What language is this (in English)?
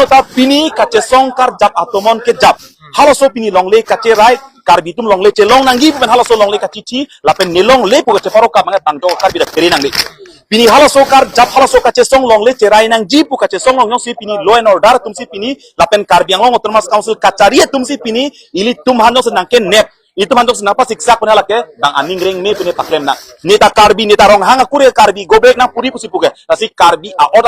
Karbi